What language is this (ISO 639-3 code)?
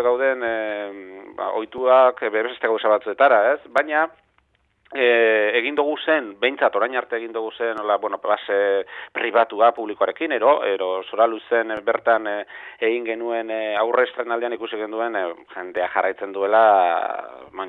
eus